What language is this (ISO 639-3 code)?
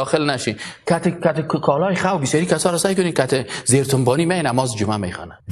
tgk